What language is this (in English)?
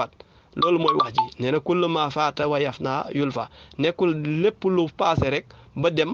Wolof